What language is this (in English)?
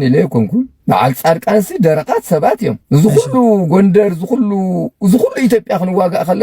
Tigrinya